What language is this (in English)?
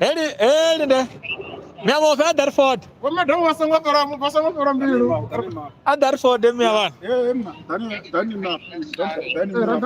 Venda